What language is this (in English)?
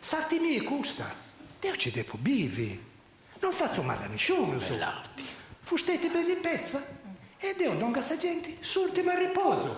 Sardinian